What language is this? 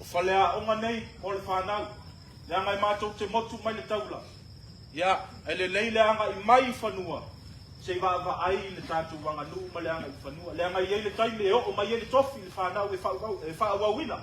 Samoan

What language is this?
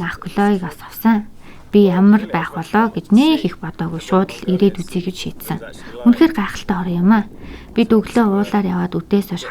Mongolian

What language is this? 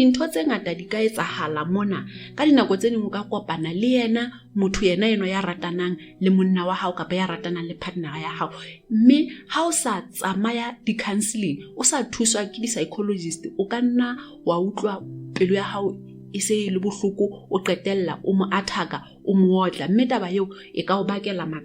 Southern Sotho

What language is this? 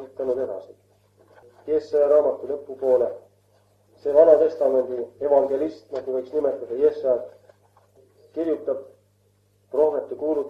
Estonian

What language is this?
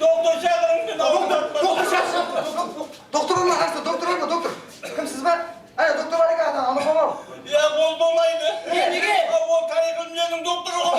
Kara-Kalpak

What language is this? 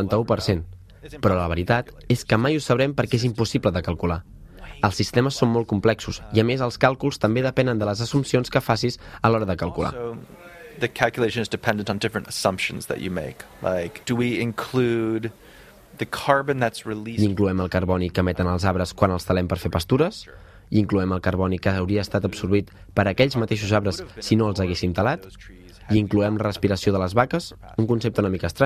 Catalan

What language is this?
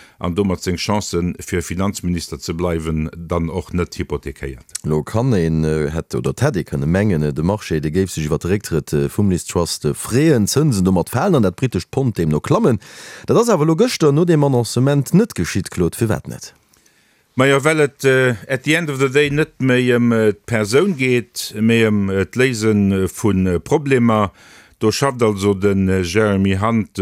Luxembourgish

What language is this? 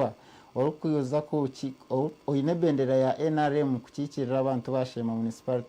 Nyankole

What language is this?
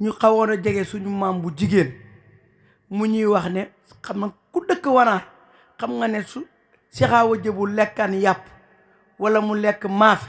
Wolof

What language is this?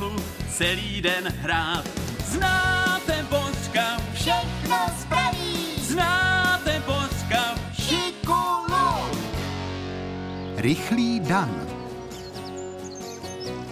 Czech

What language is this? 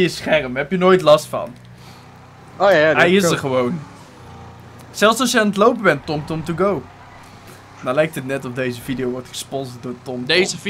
Dutch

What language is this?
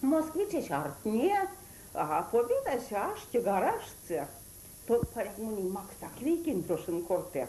Erzya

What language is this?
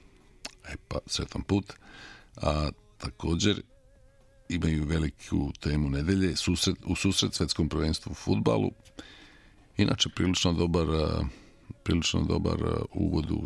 Serbian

